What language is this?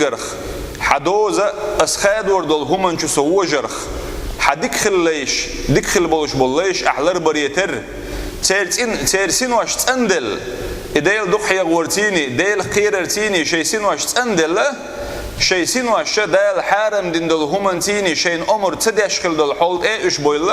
Chechen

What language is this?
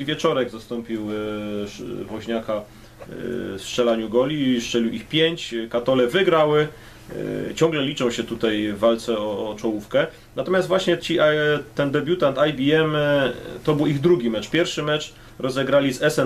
Polish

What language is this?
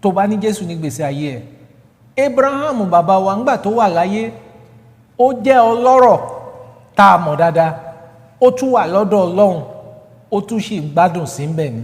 Yoruba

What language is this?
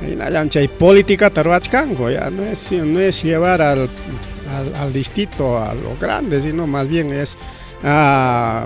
Ayacucho Quechua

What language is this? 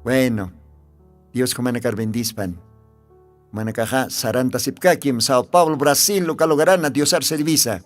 Aymara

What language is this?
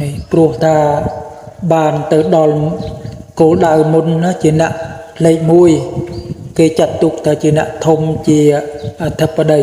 Khmer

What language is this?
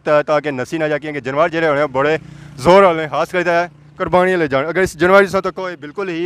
Pahari-Potwari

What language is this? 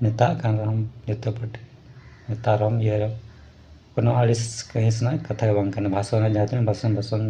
Santali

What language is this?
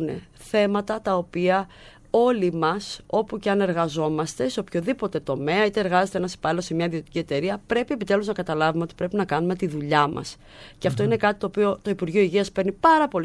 Greek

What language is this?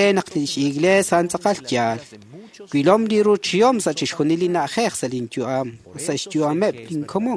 Kekchí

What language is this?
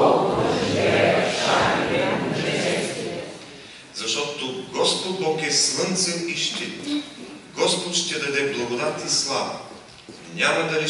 Bulgarian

